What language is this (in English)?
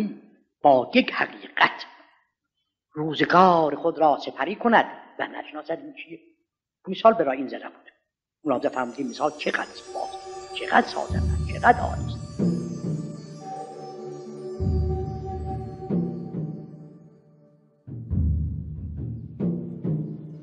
Persian